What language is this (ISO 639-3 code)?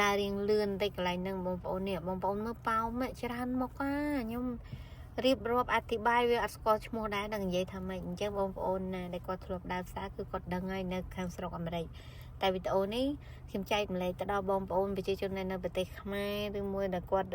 khm